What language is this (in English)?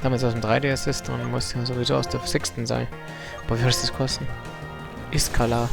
Bavarian